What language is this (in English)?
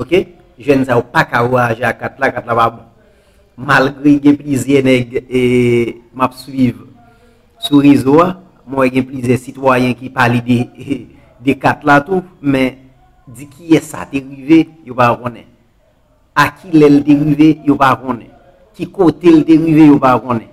Haitian Creole